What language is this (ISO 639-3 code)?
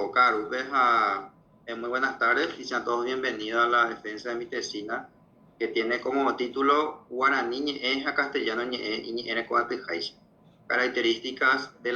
grn